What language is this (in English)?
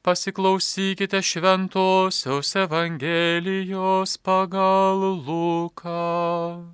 Lithuanian